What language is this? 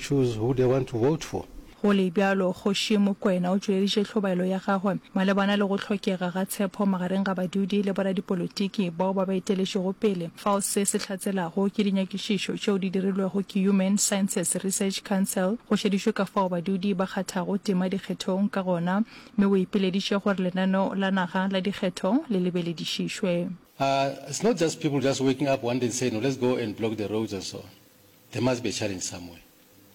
Northern Sotho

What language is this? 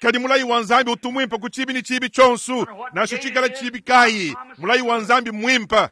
Luba-Lulua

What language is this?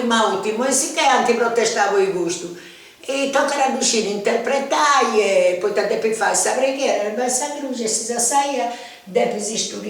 Sardinian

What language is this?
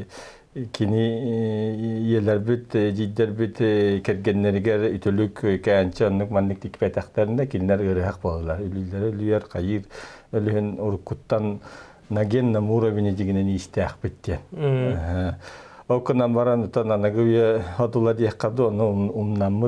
Yakut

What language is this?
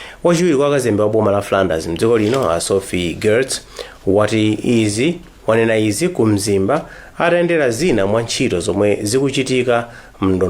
Nyanja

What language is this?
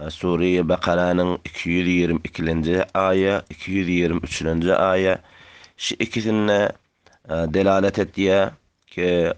Turkmen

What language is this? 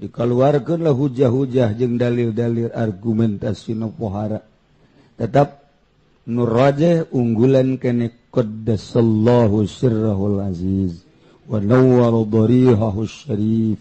Sundanese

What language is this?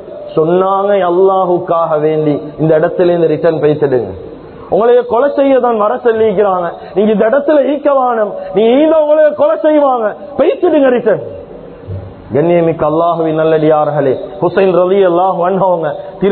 Tamil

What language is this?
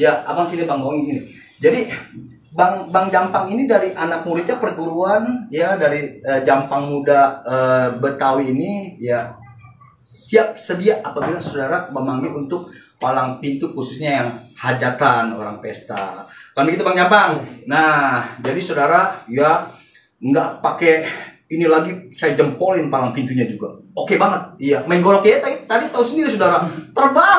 Betawi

